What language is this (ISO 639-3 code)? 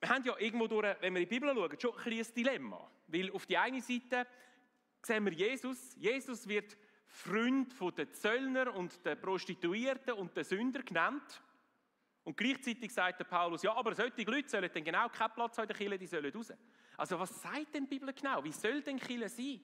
gsw